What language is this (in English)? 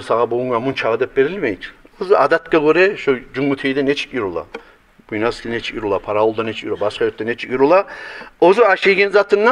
Kumyk